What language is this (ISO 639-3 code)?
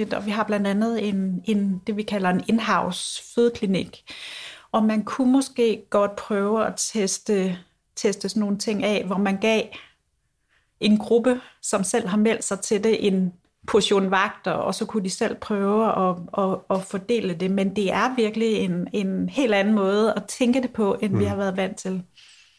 dan